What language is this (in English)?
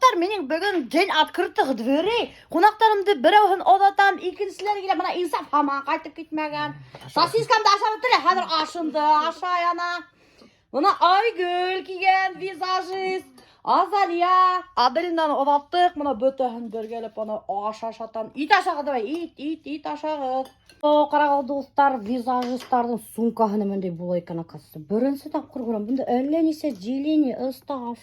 Bashkir